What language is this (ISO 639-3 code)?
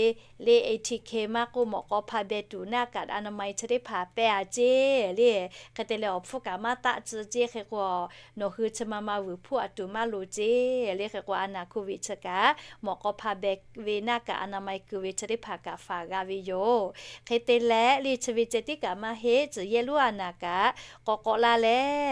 lhu